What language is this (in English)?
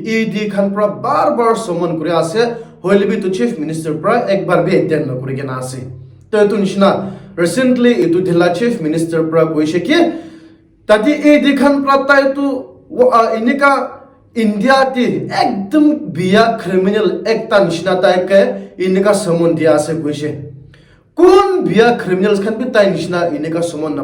Naga Pidgin